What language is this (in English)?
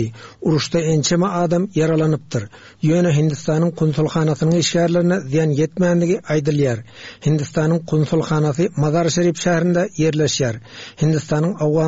Turkmen